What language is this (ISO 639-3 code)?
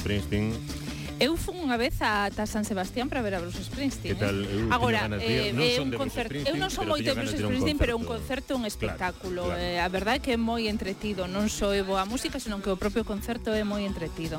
glg